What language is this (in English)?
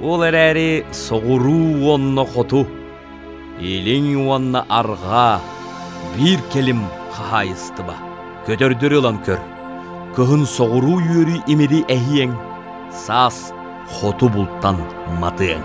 Yakut